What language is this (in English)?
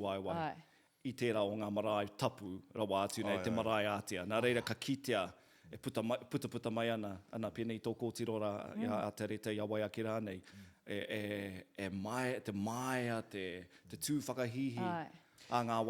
Māori